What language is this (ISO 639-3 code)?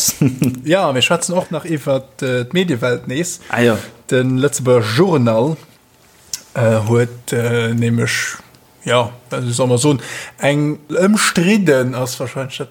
ltz